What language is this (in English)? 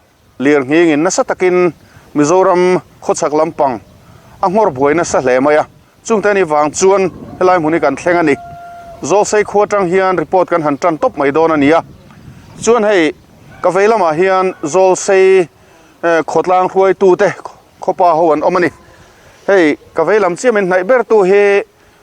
Mizo